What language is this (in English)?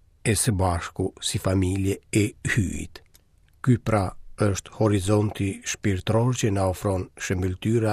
Albanian